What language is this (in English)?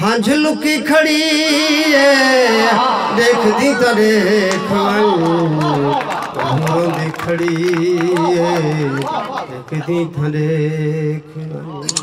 Saraiki